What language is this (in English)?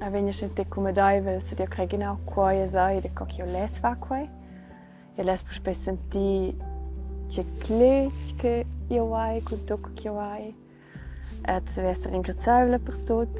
Romansh